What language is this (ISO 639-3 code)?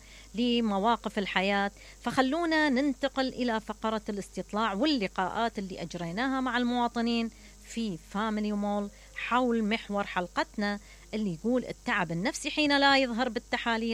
acm